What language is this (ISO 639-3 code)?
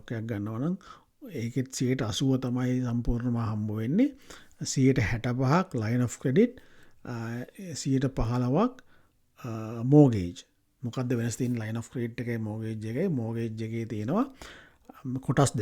sin